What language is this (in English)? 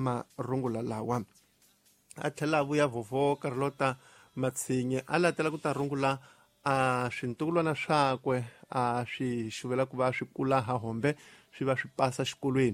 Tsonga